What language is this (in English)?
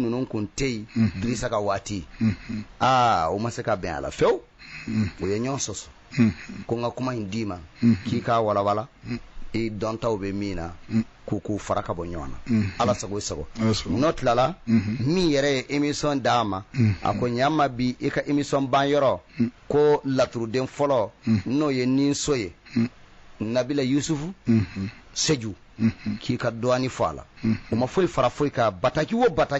Bambara